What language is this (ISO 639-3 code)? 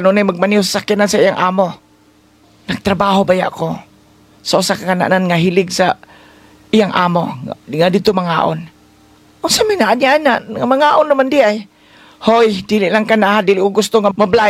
ceb